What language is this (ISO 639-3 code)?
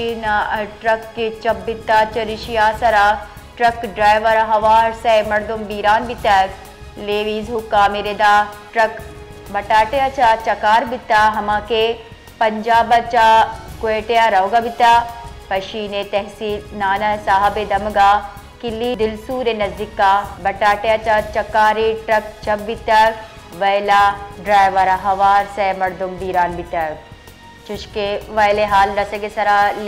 bal